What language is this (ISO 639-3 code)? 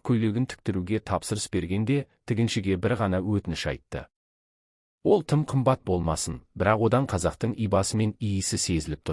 kaz